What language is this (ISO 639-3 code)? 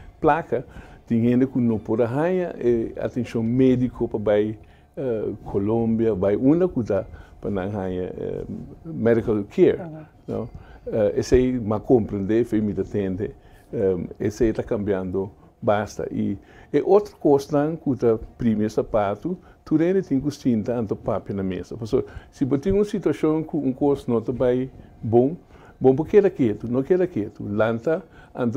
pap